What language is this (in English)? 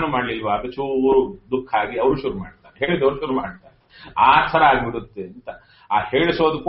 Kannada